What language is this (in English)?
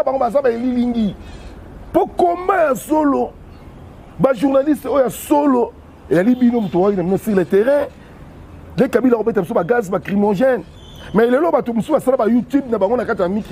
Lingala